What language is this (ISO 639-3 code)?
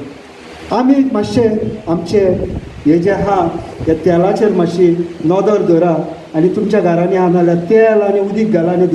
kok